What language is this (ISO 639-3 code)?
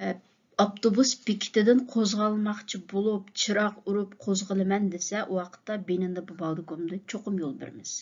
uig